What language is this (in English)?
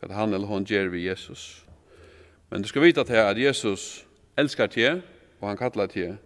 Faroese